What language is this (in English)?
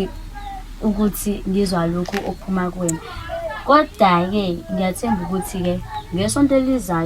Zulu